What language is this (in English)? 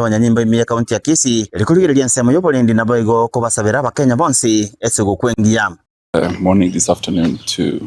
Gusii